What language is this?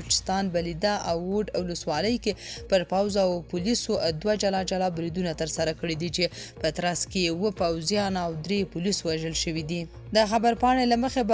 Pashto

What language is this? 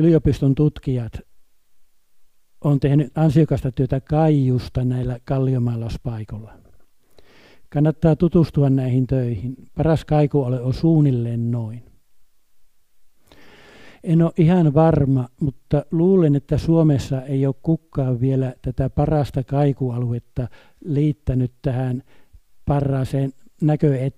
Finnish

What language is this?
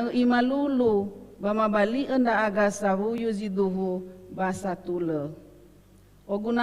Nias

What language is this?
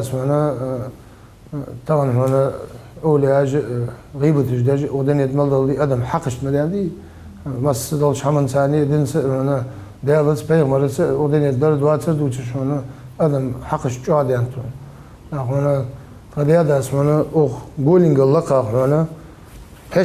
Ingush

